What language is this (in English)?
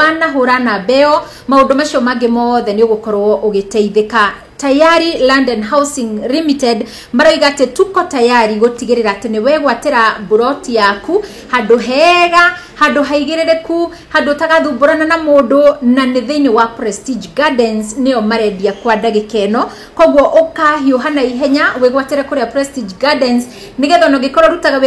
Kikuyu